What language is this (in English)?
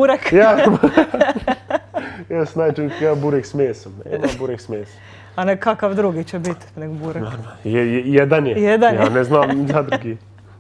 Bosnian